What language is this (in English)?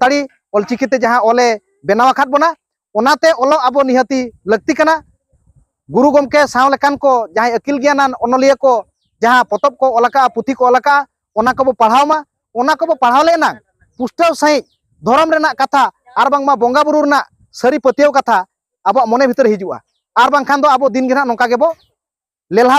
Santali